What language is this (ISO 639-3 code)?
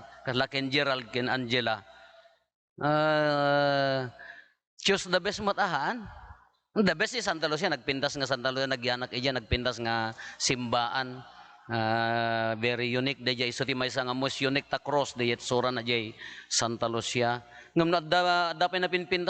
ilo